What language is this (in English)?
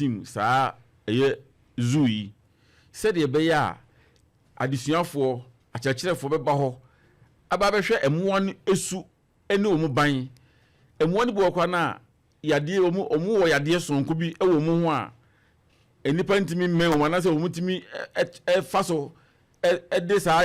Akan